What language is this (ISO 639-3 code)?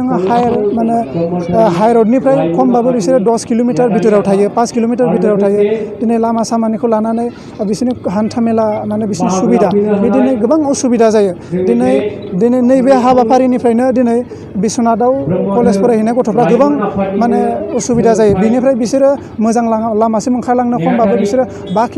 brx